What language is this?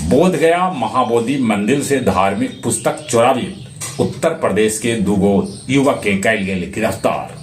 Magahi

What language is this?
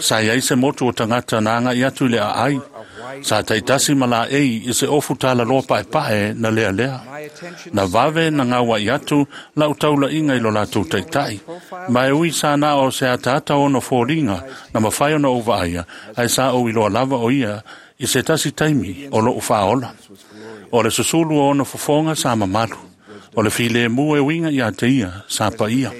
Samoan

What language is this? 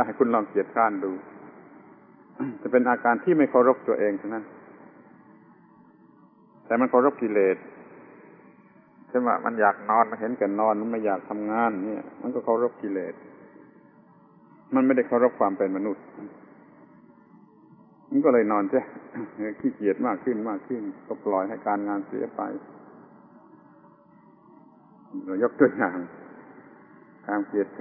Thai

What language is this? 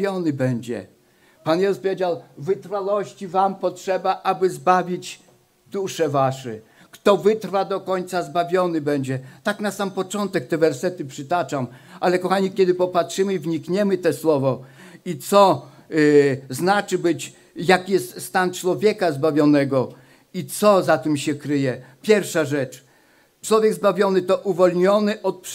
Polish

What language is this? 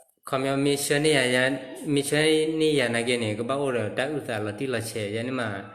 S'gaw Karen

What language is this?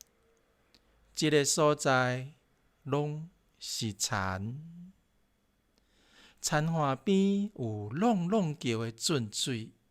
Min Nan Chinese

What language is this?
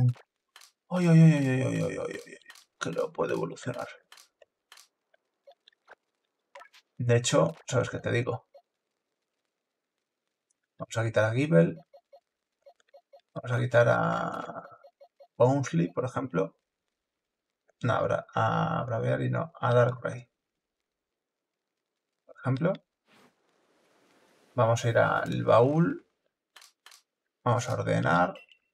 Spanish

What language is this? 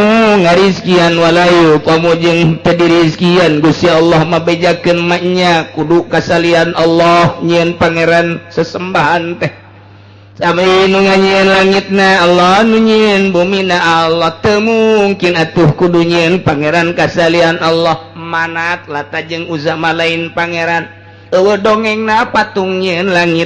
Sundanese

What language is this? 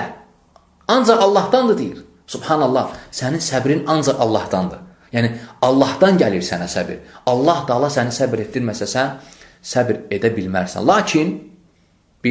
Azerbaijani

